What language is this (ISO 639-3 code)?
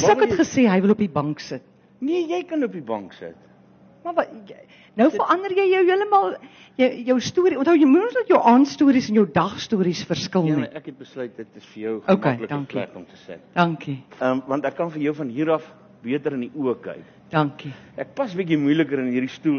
afr